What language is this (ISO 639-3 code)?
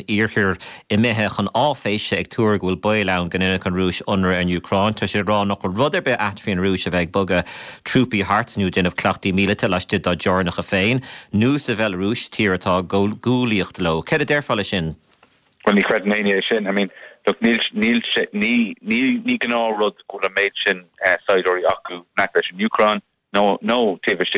gle